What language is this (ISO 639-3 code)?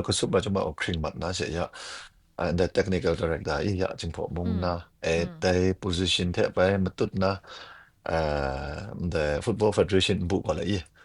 kac